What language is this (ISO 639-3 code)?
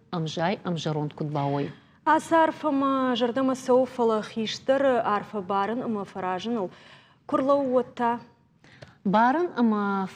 oss